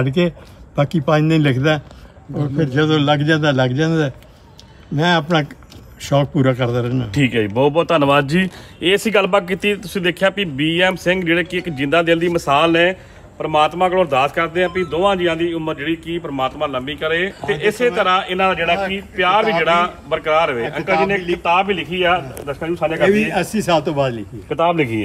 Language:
Punjabi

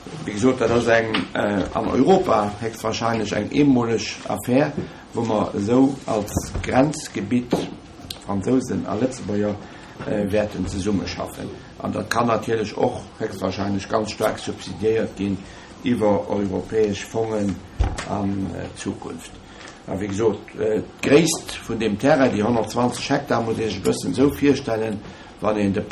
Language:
Luxembourgish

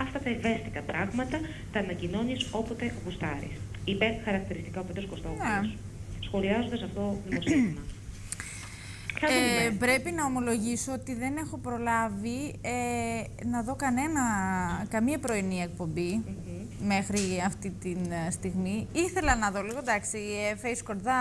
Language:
Greek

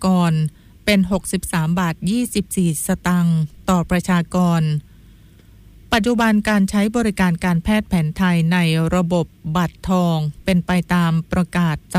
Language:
Thai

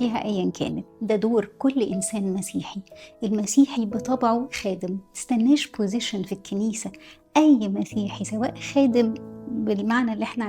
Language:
Egyptian Arabic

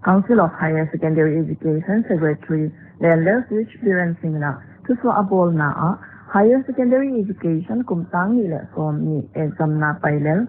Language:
Paite Chin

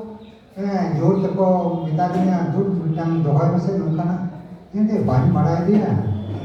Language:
Santali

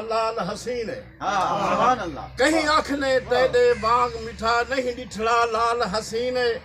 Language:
Saraiki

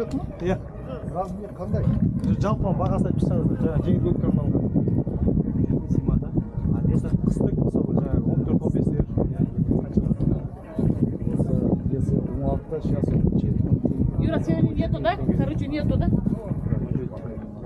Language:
Kazakh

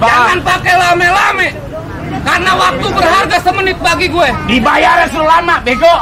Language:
Betawi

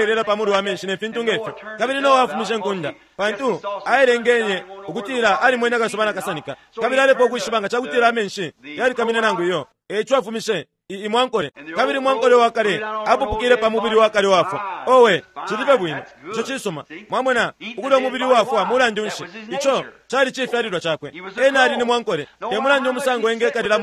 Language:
Bemba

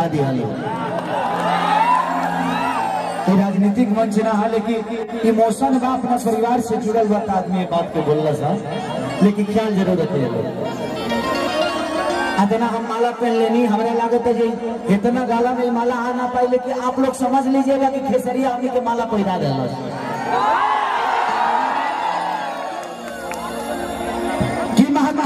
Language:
Bhojpuri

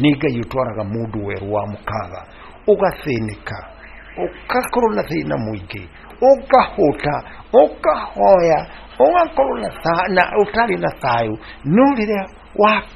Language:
Kikuyu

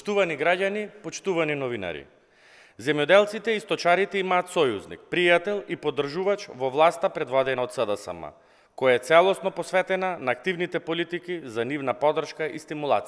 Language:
Macedonian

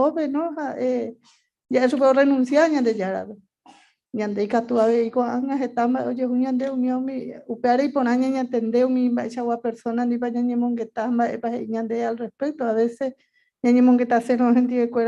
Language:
Guarani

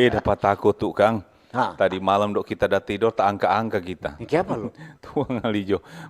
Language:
Manado Malay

